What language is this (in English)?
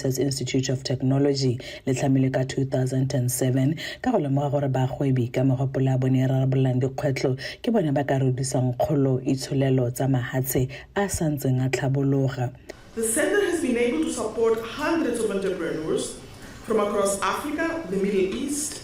Tswana